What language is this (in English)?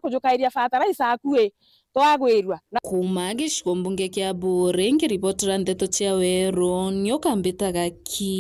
Meru